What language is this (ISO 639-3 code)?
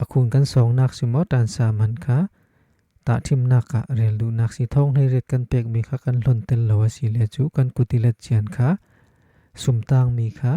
cfm